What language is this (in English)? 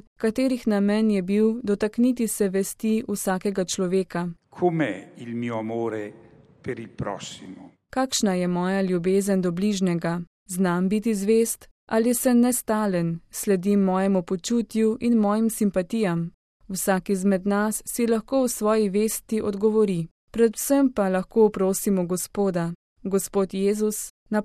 Slovenian